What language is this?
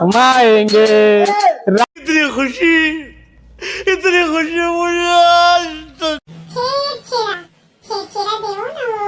Chhattisgarhi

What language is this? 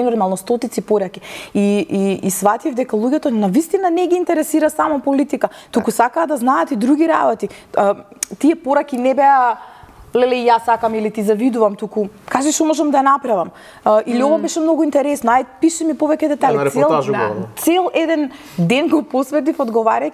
Macedonian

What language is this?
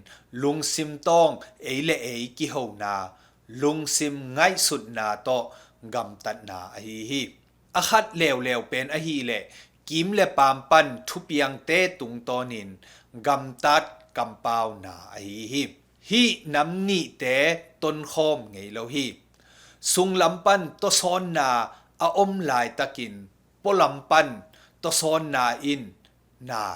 Tedim Chin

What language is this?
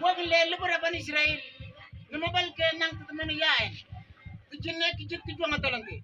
Mabaan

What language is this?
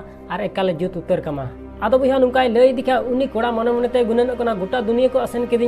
Santali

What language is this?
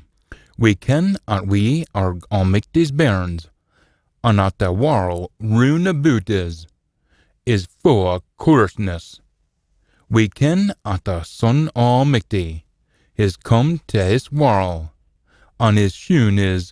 Scots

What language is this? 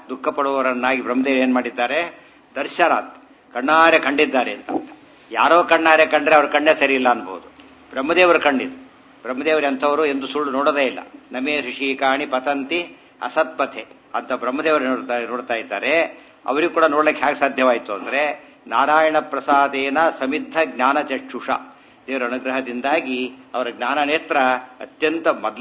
Kannada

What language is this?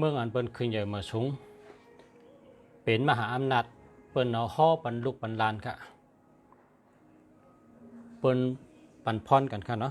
Shan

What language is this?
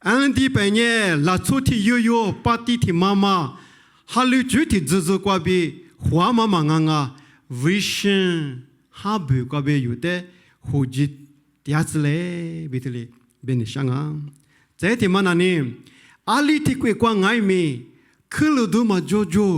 Lisu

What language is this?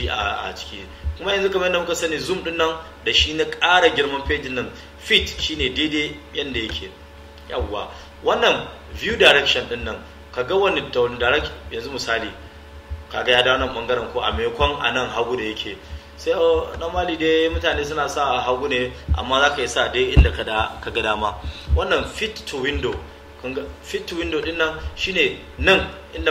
Hausa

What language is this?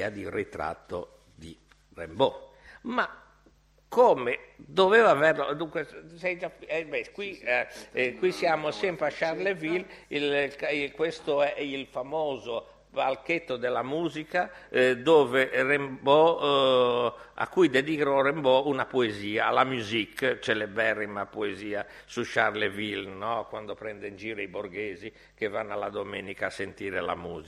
Italian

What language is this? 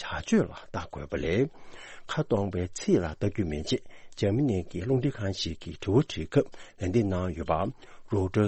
Tibetan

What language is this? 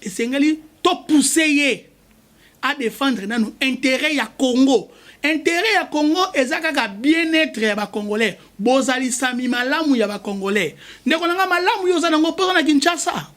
Lingala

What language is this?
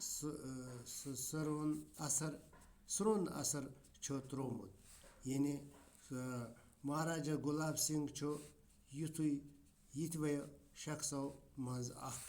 Kashmiri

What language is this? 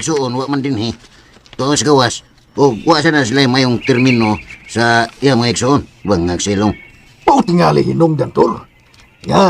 Cebuano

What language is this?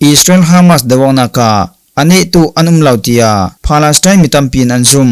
Falam Chin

